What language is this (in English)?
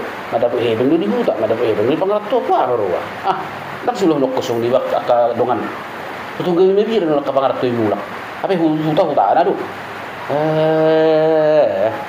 Batak Toba